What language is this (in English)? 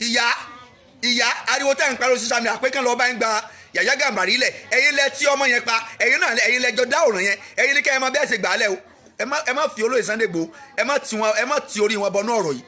Yoruba